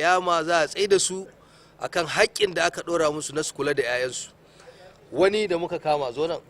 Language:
Hausa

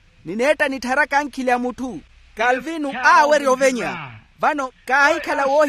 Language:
Makhuwa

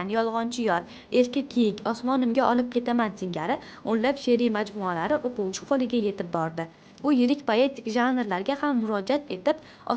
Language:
Uzbek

